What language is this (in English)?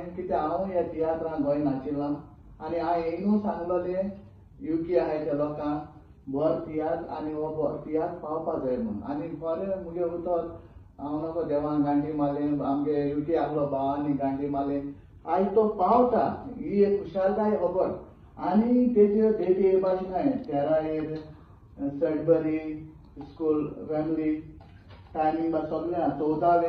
Konkani